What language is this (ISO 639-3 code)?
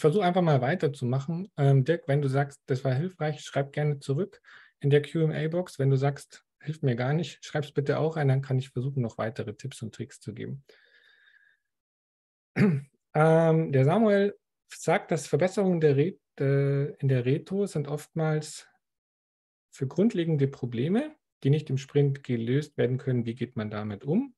deu